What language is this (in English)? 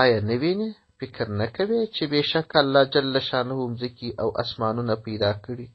Pashto